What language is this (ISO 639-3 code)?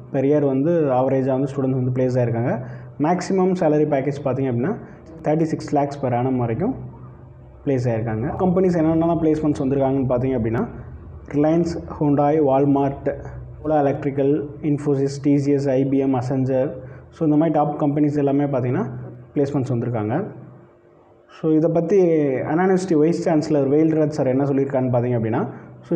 tam